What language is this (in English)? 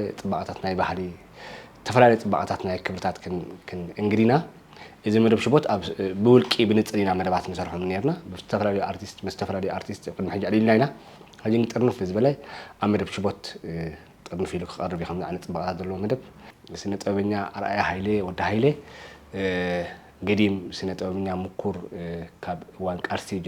Tigrinya